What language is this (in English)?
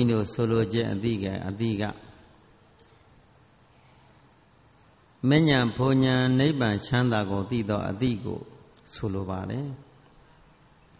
Burmese